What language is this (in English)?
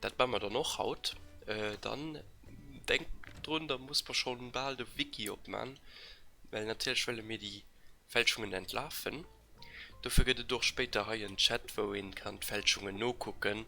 Luxembourgish